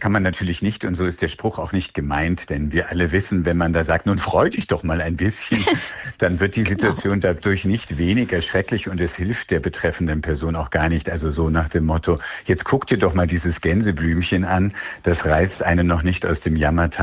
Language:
German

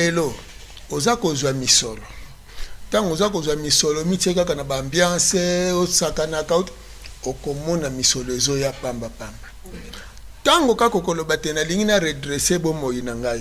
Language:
Lingala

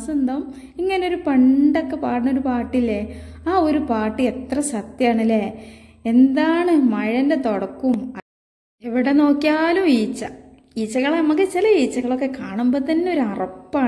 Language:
Malayalam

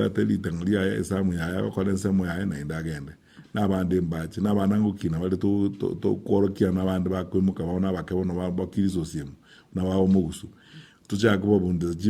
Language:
Gusii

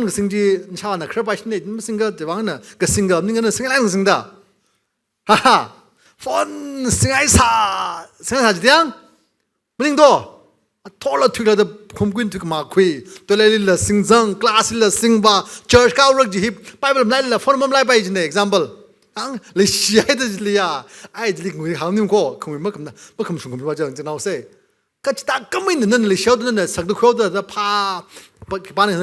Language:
Tangkhul Naga (India)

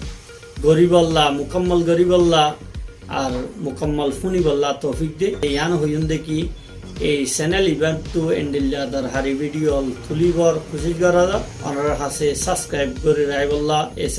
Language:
Rohingya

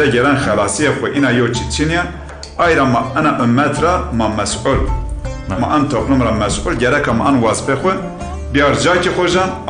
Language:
Zaza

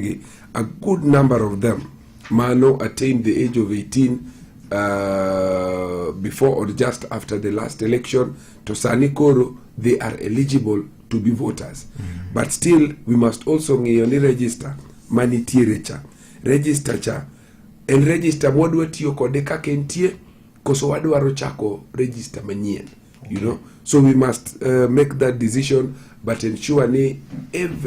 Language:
Luo (Kenya and Tanzania)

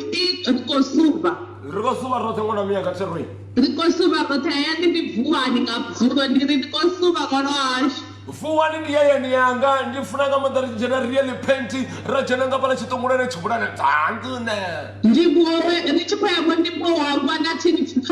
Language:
Venda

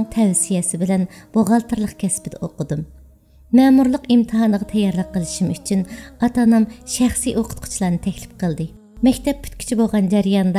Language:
Uyghur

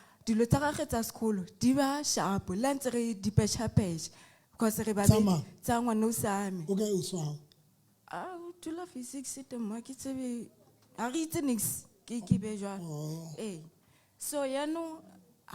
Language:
Southern Sotho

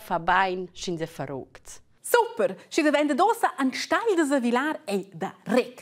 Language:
Romansh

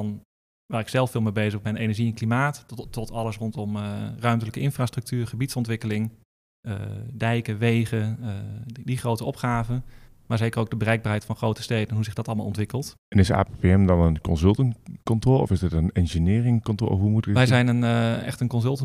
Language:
Dutch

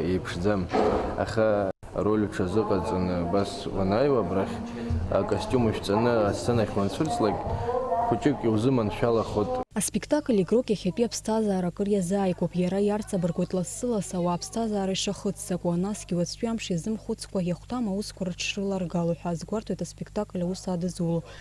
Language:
Abkhazian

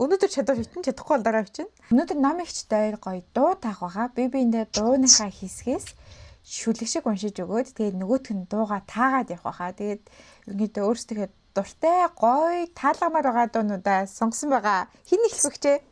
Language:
Mongolian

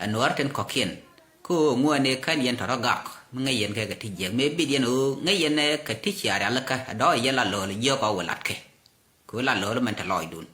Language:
Nuer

